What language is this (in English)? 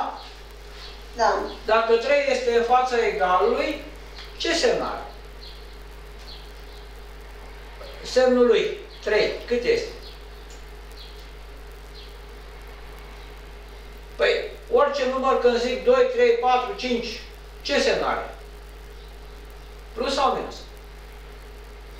Romanian